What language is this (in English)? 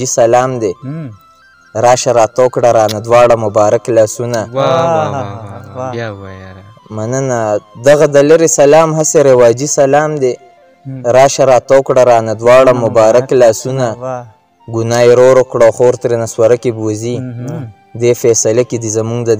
Pashto